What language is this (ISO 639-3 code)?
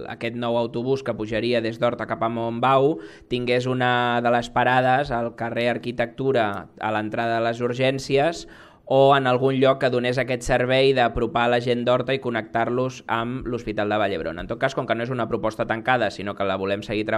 cat